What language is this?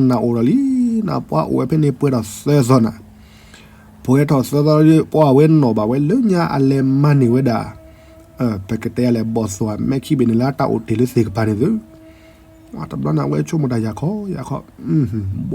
S'gaw Karen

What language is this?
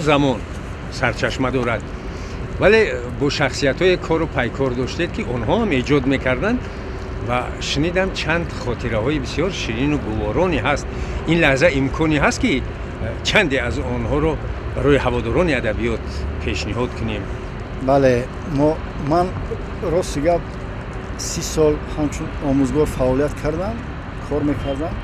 Tajik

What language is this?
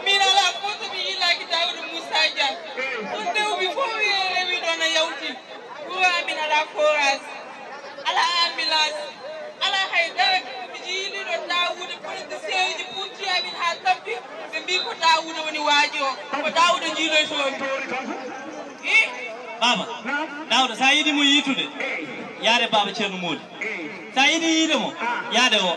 Fula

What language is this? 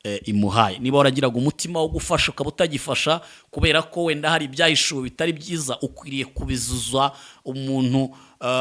Kinyarwanda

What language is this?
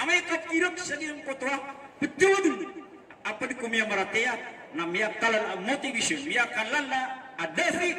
Maranao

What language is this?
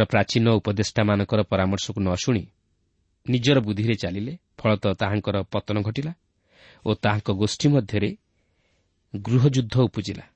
Odia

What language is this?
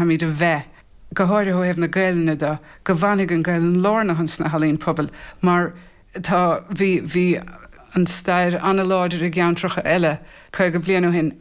Irish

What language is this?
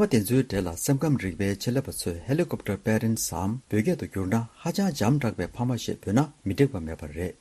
Tibetan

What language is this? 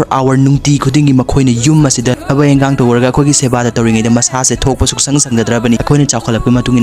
Manipuri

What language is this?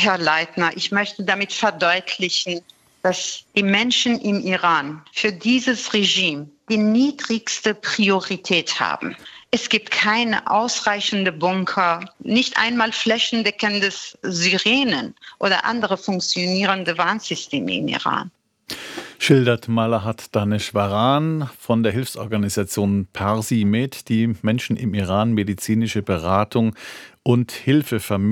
German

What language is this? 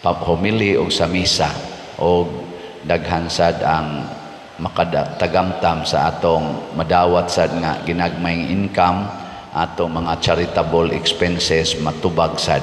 Cebuano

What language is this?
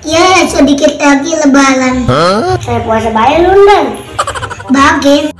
Betawi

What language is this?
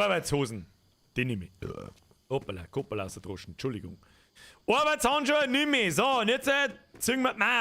Bavarian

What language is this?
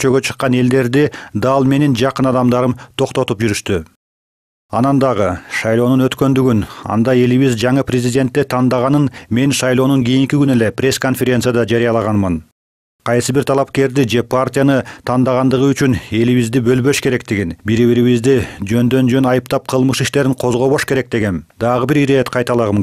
Kyrgyz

